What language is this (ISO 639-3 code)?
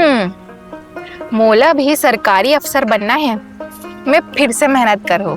hne